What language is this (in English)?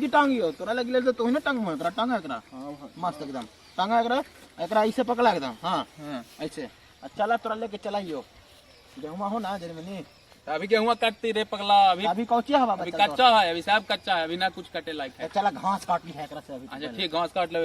Magahi